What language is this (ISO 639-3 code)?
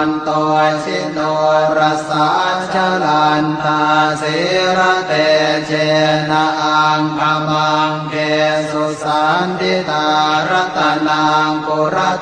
pli